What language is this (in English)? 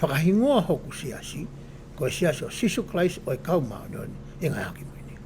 Tongan